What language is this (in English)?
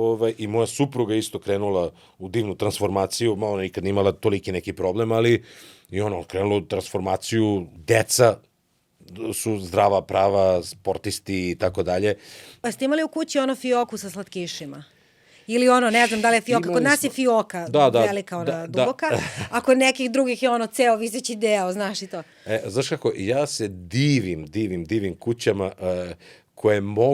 Macedonian